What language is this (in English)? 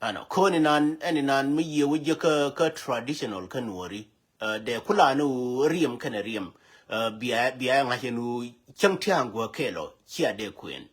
Nuer